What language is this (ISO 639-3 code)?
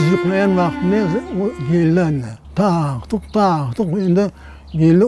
crh